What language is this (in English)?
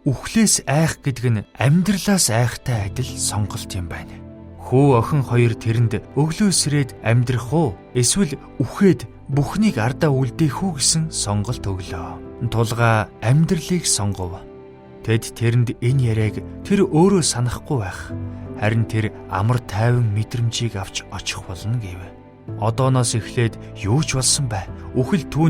Mongolian